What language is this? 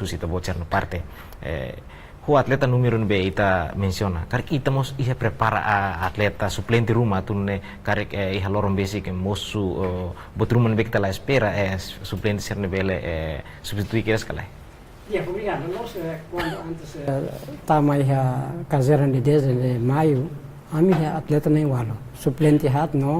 Tetum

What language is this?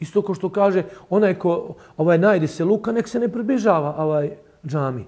Bosnian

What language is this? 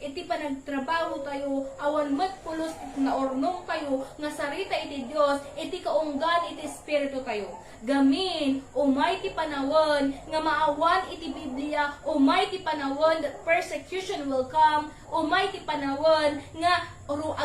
Iloko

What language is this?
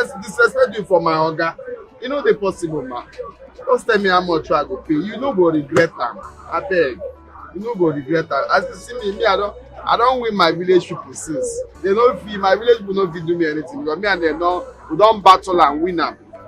Nigerian Pidgin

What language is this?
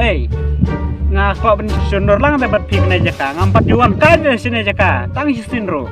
Khasi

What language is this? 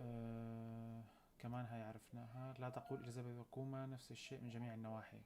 North Levantine Arabic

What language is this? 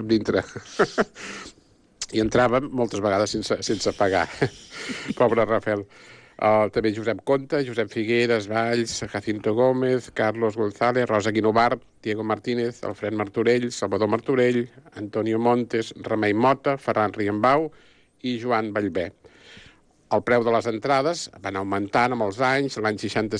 Catalan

